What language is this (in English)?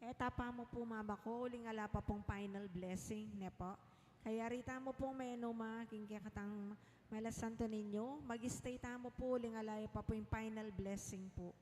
Pampanga